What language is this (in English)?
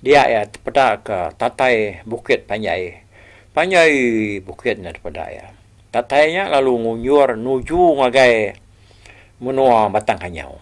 Iban